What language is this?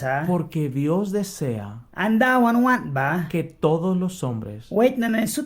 Mískito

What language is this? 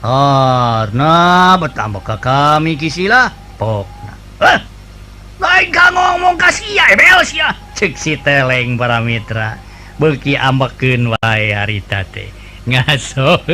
Sundanese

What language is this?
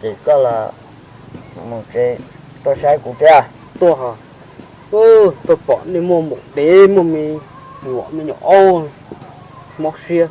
Hmong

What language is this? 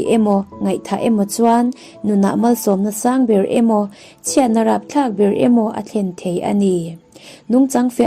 Mizo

